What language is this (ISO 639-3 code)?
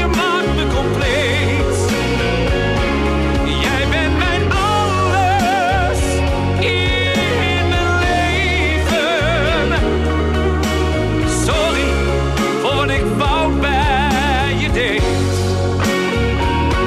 nld